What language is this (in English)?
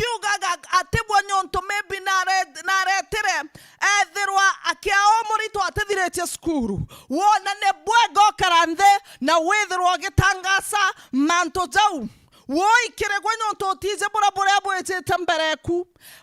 Meru